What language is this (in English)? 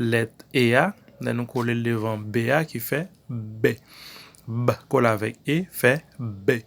Haitian Creole